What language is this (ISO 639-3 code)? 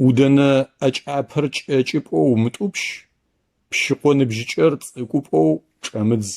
ady